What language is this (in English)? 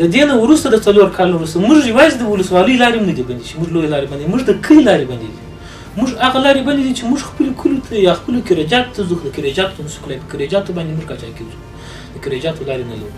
Pashto